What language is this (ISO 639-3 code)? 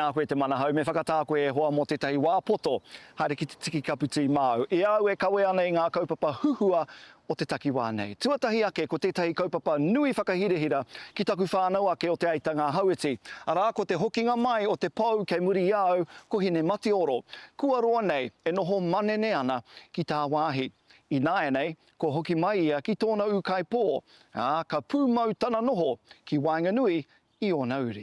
mri